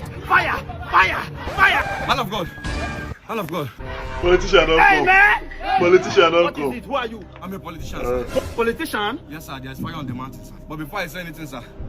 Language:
Nigerian Pidgin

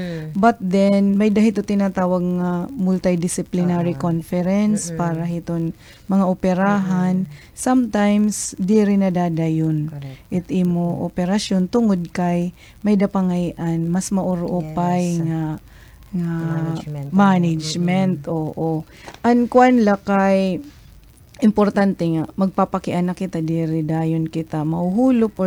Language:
Waray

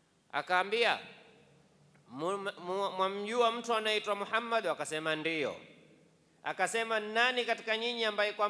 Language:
Swahili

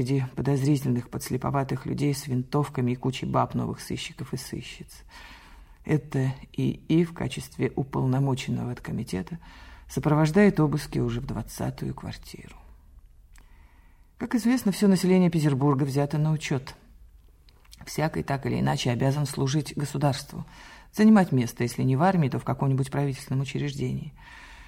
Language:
Russian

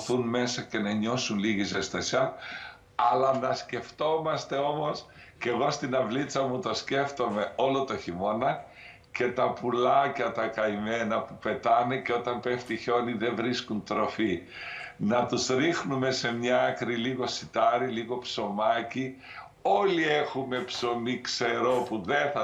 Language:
Greek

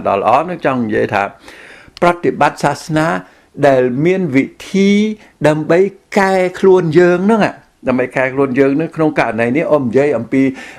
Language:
Khmer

